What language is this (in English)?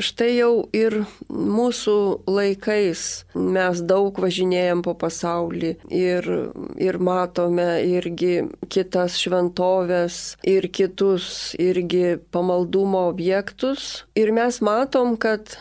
Lithuanian